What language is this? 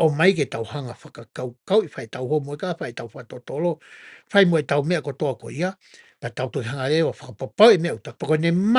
Tongan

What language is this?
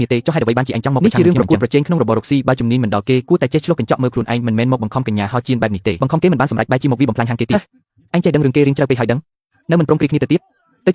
Khmer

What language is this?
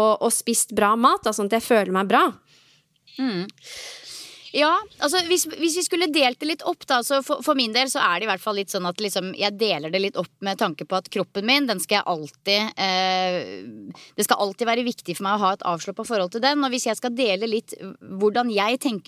Norwegian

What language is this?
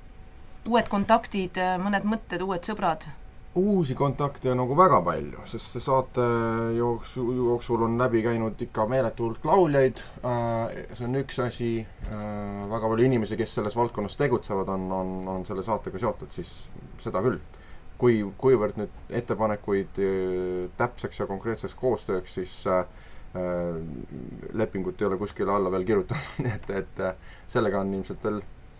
Estonian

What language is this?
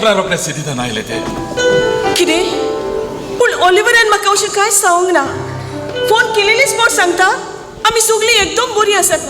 Konkani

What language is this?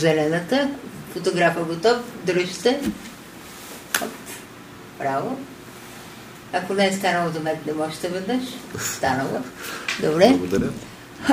Bulgarian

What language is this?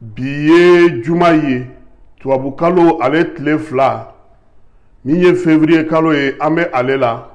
Bambara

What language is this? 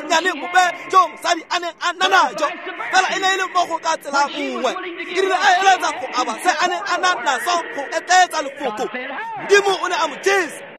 Tswana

